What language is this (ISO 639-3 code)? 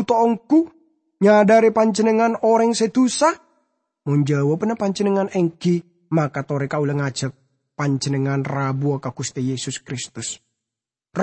mad